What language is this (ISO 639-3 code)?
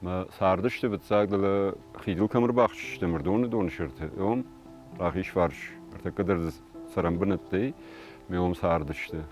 oss